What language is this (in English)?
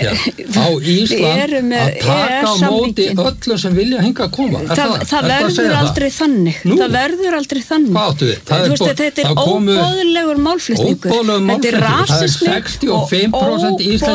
Icelandic